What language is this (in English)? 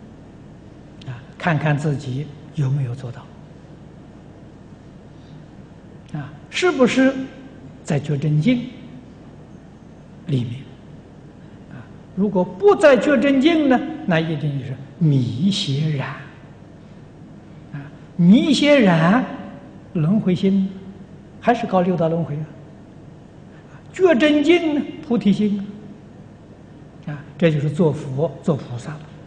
Chinese